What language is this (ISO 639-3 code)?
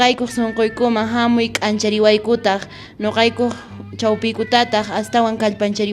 que